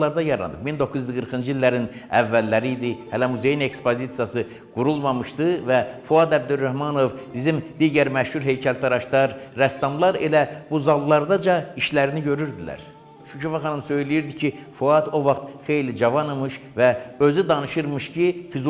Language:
Azerbaijani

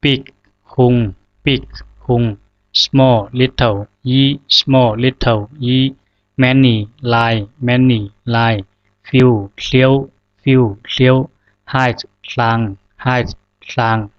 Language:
Zhuang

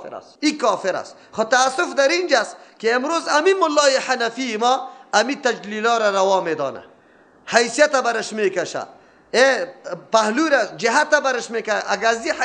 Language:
Persian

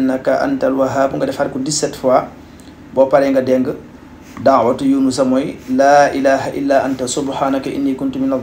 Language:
Wolof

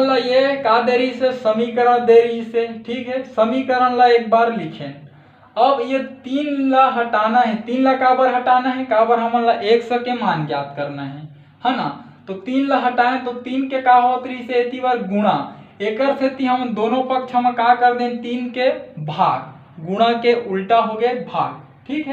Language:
Chhattisgarhi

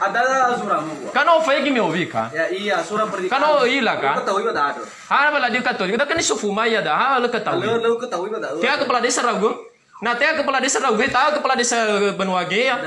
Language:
Nias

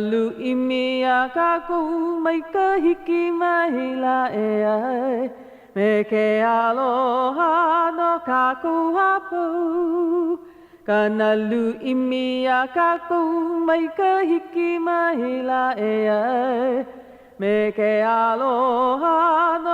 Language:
Hawaiian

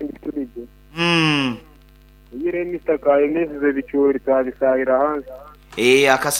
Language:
Nyoro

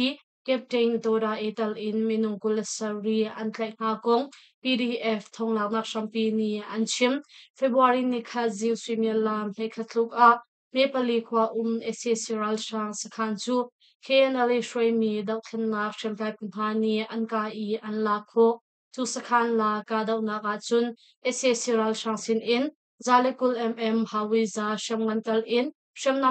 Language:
Hakha Chin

